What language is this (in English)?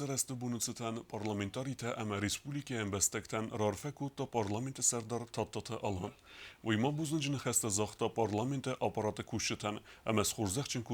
Ossetic